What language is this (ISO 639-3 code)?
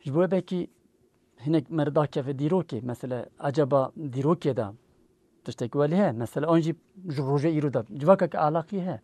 kur